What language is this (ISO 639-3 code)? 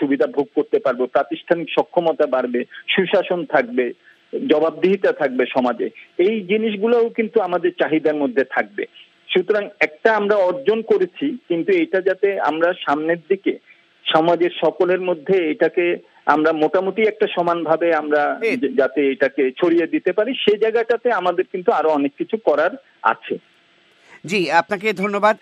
ben